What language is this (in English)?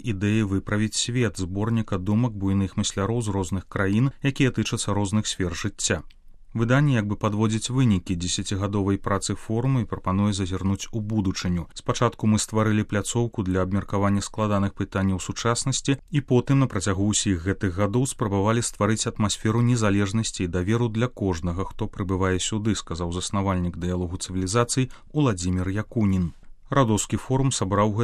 Belarusian